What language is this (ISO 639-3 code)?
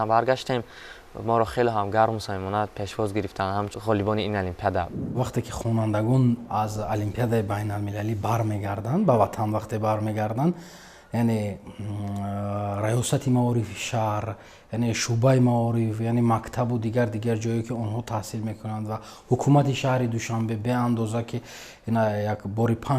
tgk